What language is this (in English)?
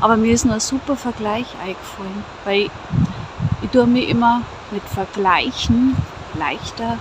Bavarian